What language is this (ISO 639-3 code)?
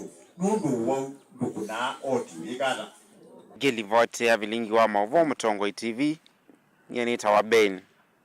kam